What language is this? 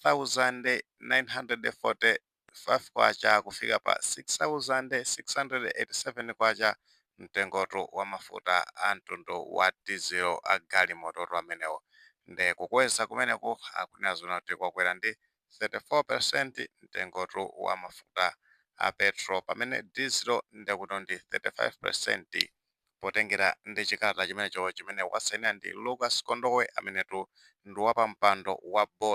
Nyanja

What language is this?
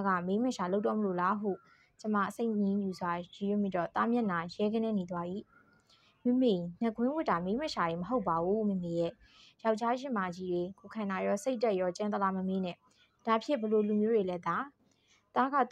Burmese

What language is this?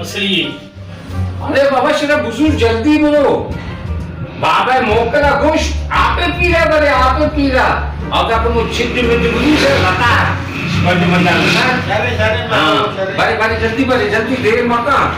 Baluchi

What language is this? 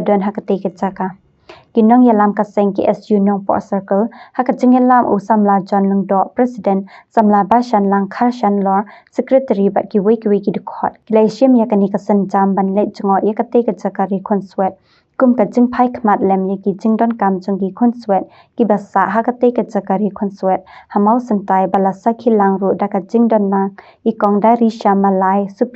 Khasi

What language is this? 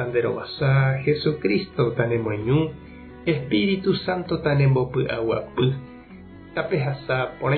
Guarani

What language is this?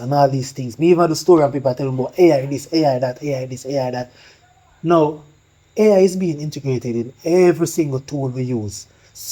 Jamaican Creole English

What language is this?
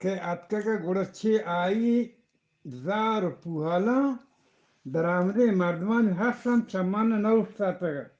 Eastern Balochi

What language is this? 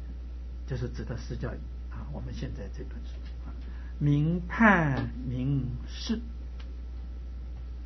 Chinese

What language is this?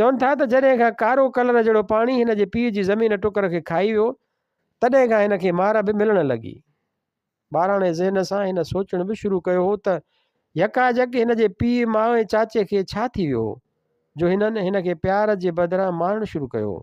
Sindhi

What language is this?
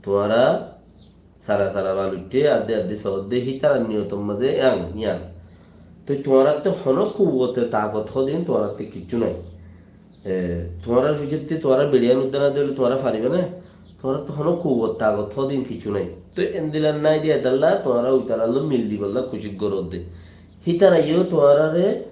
Rohingya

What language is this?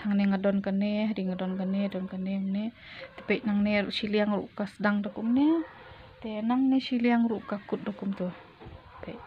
Khasi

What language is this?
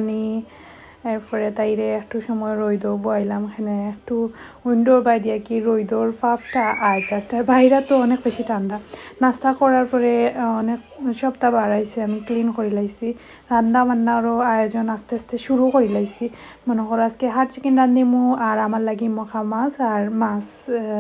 Sylheti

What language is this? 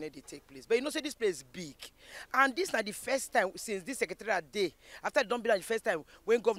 Nigerian Pidgin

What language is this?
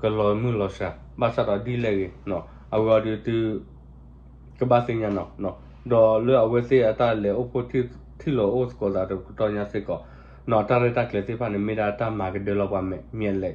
S'gaw Karen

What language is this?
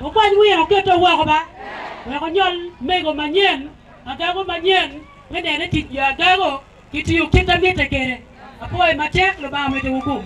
Acoli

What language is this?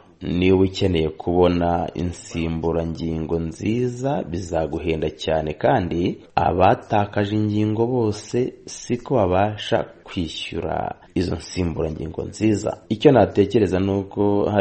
Kinyarwanda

